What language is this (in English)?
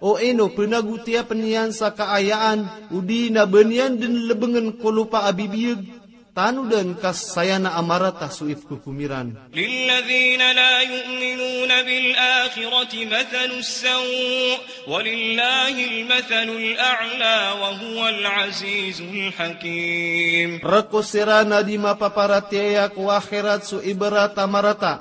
Maranao